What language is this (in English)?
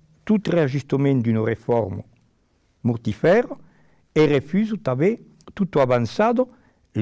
Occitan